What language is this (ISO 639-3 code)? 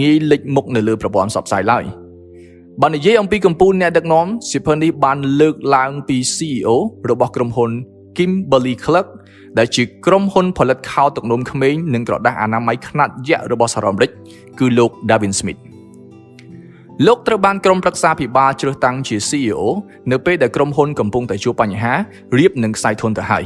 khm